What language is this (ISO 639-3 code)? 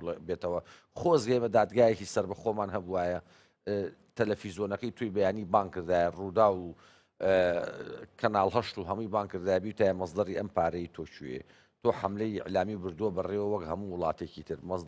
ckb